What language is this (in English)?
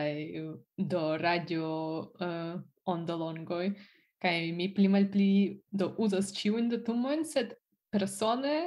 Esperanto